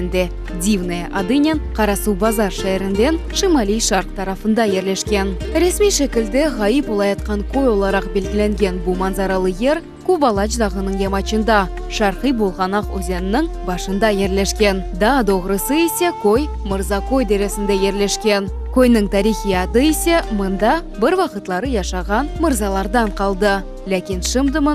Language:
Crimean Tatar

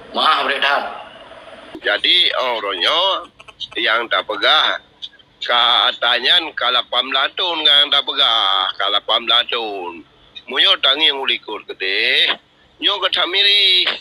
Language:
Achinese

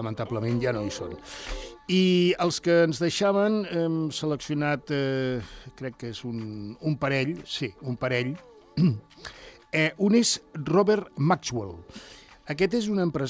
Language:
Catalan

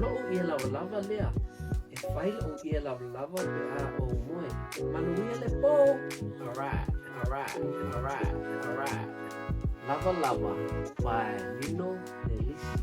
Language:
Samoan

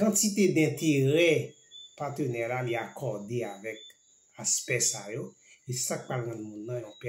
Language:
Haitian Creole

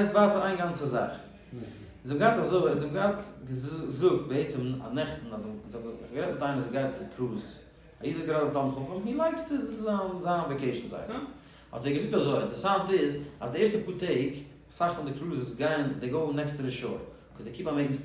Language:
Yiddish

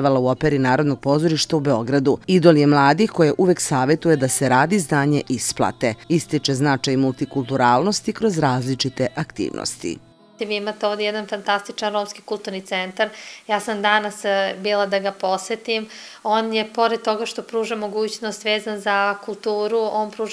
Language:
Serbian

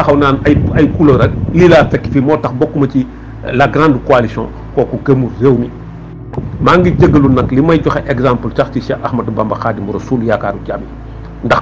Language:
Wolof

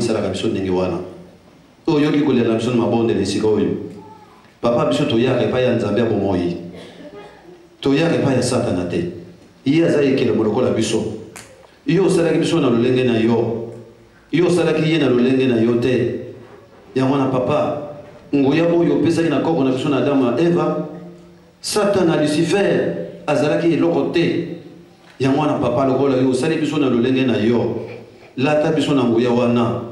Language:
Lingala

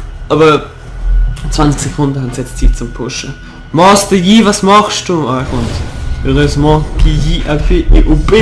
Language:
Swiss German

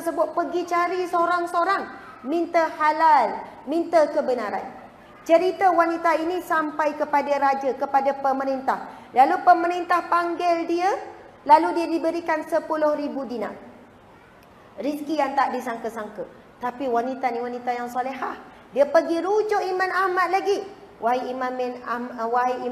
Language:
Malay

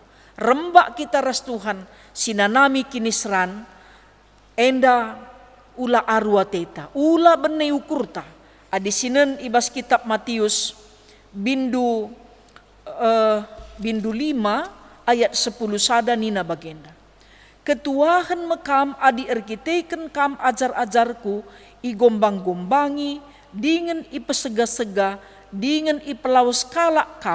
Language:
Batak Karo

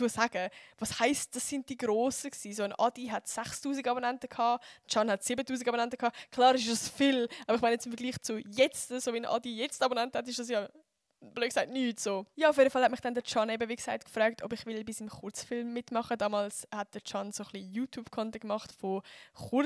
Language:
Swiss German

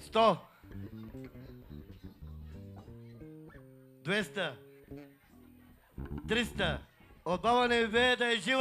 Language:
Bulgarian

